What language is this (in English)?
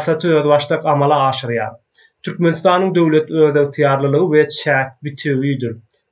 Turkmen